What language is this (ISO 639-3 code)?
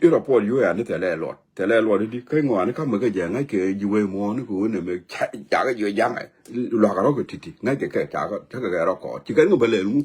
nus